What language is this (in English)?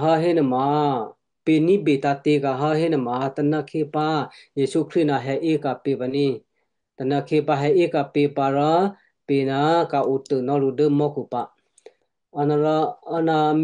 Western Kayah